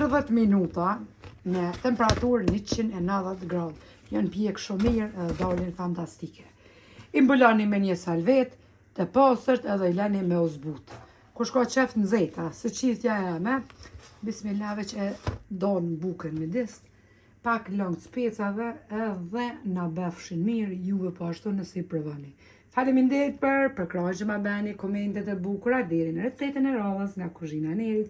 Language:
Albanian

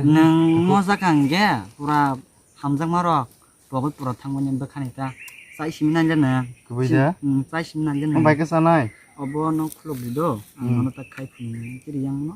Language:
Kok Borok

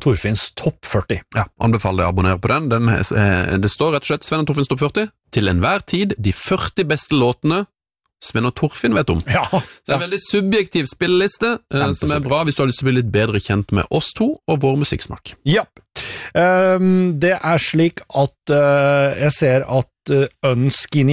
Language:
Norwegian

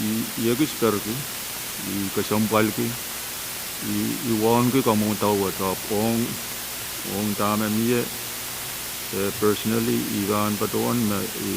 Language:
Pohnpeian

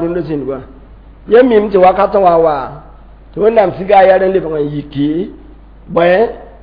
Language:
Mossi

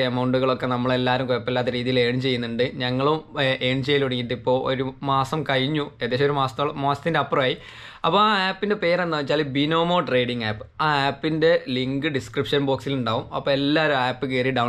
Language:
Malayalam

